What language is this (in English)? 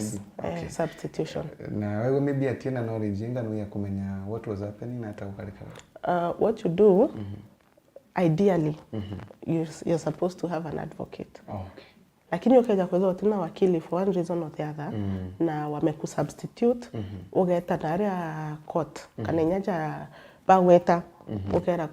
Meru